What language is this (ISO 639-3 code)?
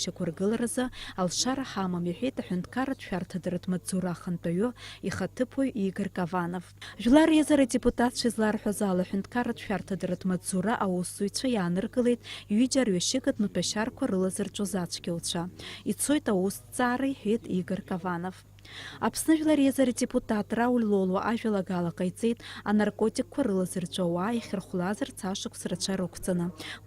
abk